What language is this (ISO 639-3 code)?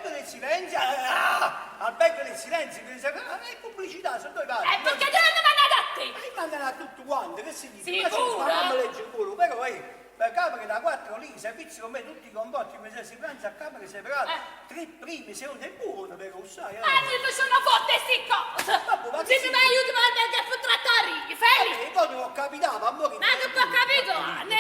nap